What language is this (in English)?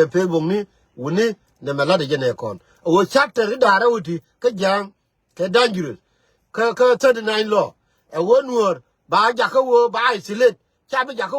Nuer